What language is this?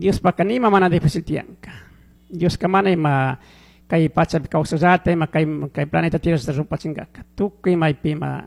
Chimborazo Highland Quichua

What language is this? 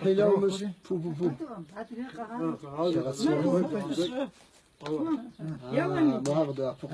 Kabardian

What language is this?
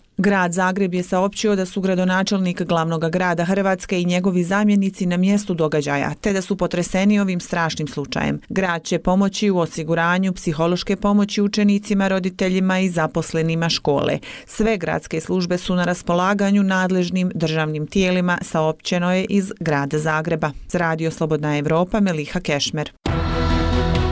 Bosnian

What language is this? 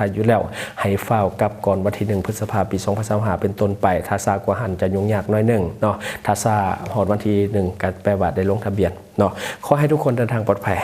Lao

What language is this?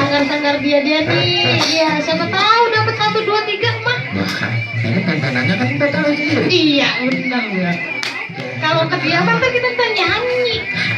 Betawi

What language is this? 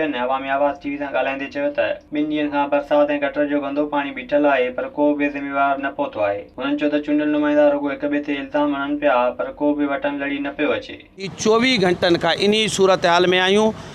Sindhi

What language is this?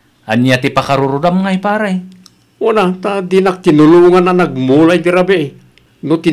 Iloko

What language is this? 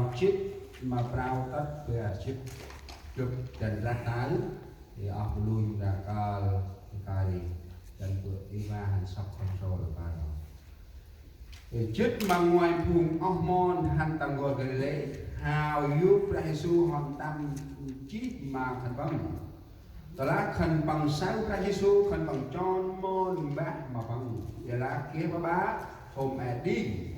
Central Mnong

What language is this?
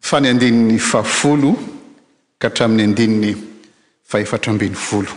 Malagasy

